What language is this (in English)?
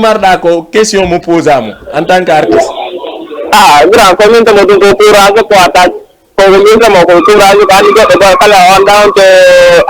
Fula